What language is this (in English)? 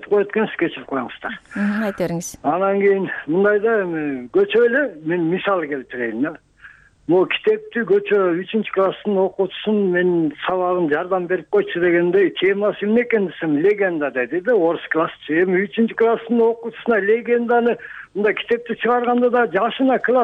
Kyrgyz